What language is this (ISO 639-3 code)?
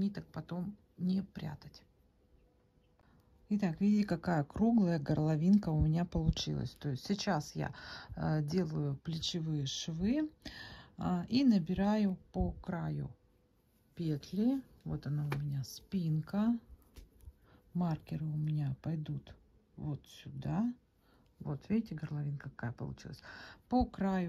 rus